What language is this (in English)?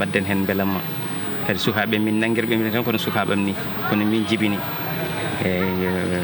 Fula